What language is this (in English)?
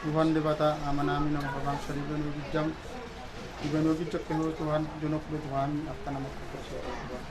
Batak Toba